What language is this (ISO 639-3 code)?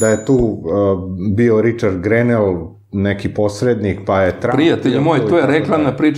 srp